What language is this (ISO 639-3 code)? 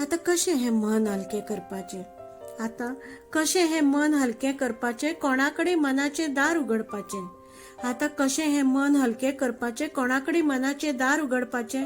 kok